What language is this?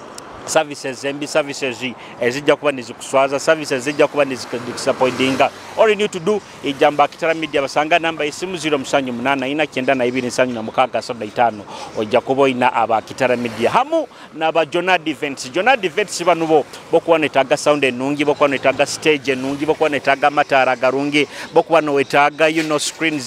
Nyoro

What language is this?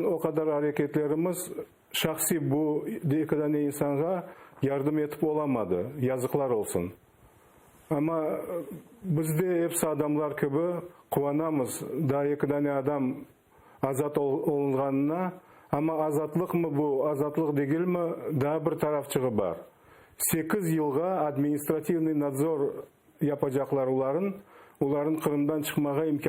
Crimean Tatar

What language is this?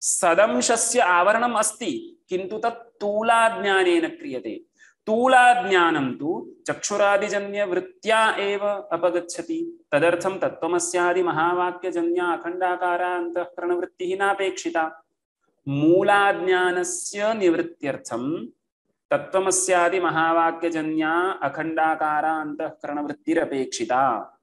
Sanskrit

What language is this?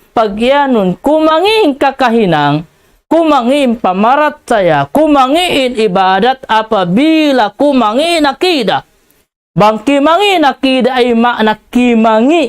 Tausug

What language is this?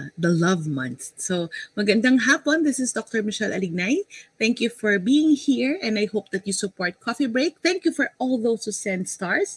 Filipino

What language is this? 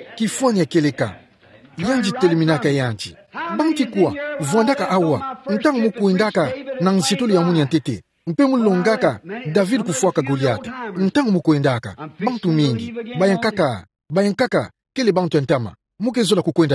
Kituba (Democratic Republic of Congo)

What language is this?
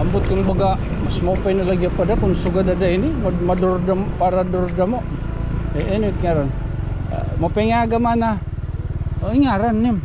Waray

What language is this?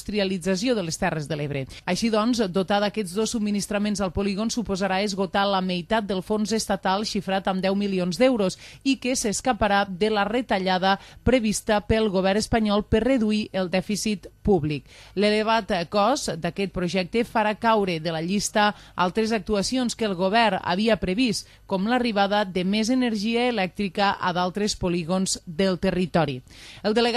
Catalan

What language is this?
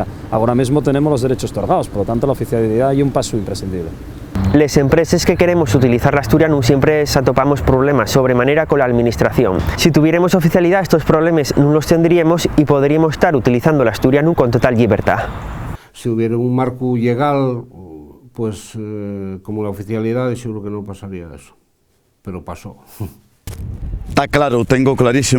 Asturian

